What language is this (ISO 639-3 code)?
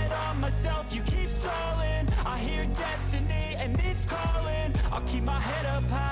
eng